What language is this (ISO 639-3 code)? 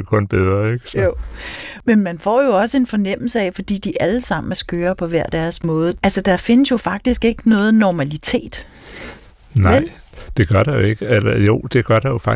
dan